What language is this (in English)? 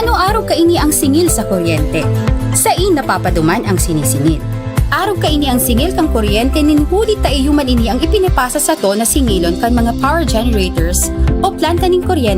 Bikol